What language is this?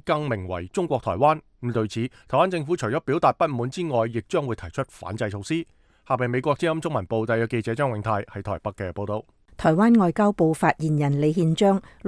Cantonese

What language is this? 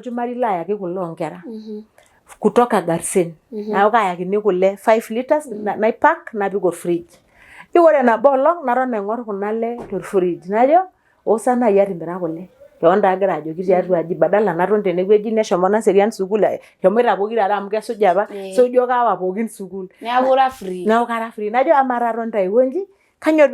Masai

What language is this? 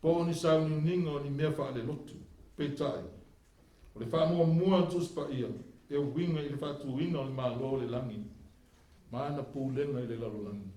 Samoan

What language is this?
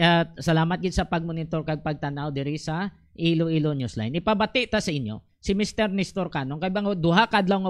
Hiligaynon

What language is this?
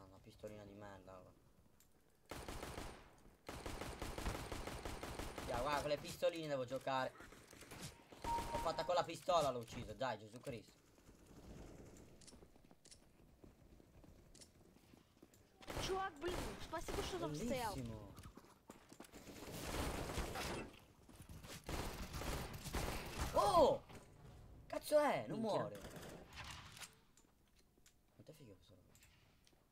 Italian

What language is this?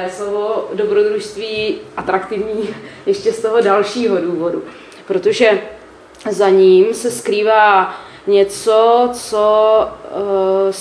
Czech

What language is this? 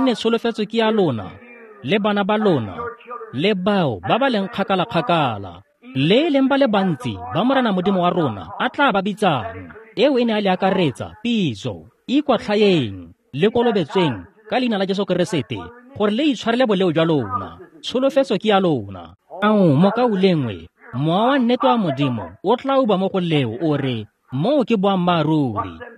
Tswana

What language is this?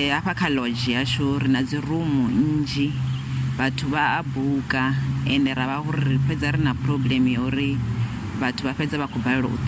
Venda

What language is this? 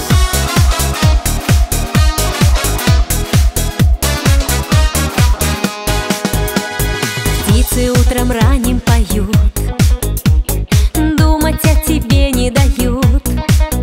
Russian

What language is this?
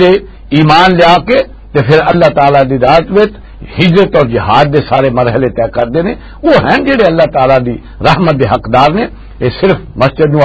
Western Panjabi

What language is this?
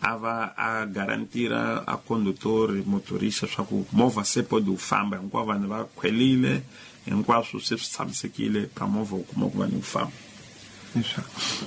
Tsonga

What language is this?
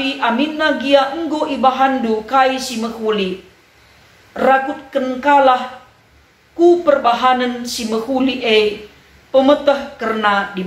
Batak Karo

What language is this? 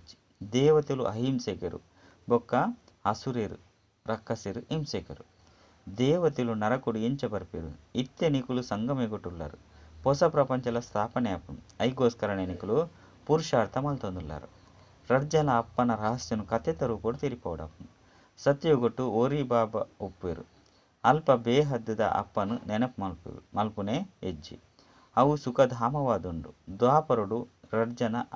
Tulu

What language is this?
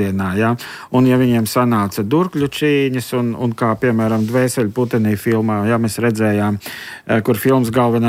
Latvian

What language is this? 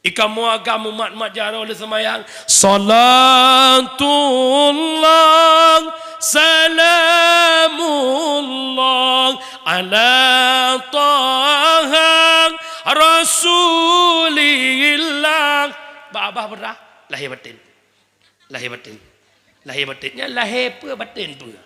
Achinese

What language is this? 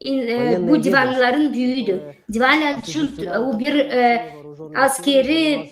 Gagauz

